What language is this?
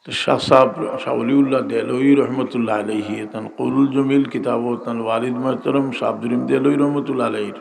Sylheti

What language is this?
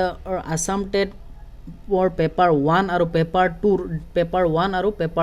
Assamese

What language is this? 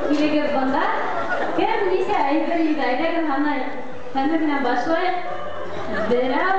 Bashkir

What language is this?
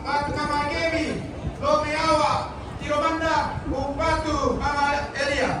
Toraja-Sa'dan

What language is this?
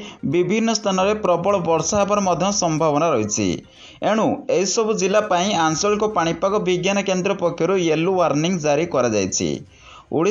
Odia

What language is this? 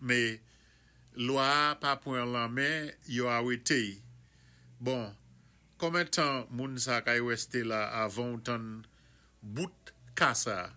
Saint Lucian Creole French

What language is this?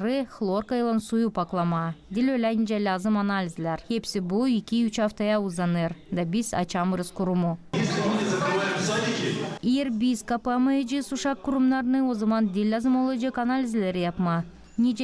Gagauz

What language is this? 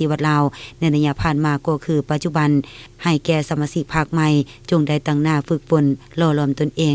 Lao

